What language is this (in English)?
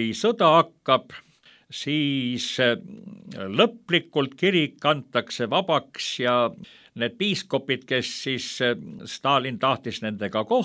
Estonian